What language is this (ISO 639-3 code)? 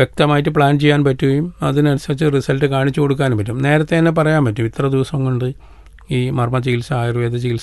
mal